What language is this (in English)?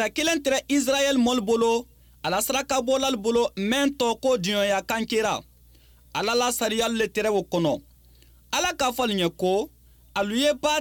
Bambara